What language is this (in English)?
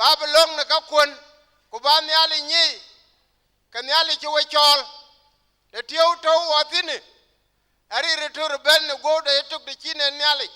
Dinka